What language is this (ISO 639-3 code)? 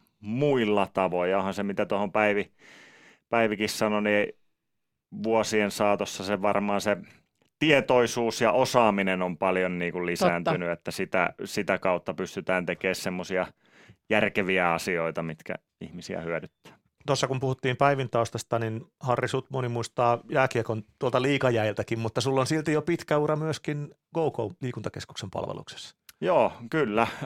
fin